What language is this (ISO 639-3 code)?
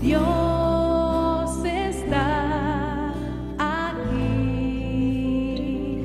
aym